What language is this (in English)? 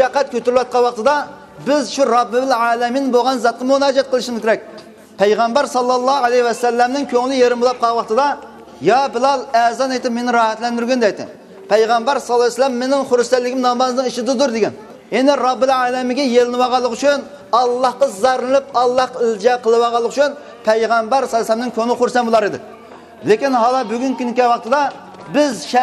Uyghur